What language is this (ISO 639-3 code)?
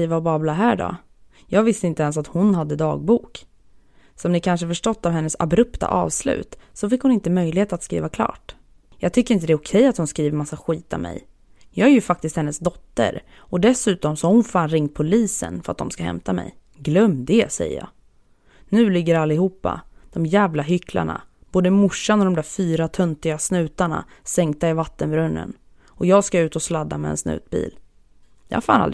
swe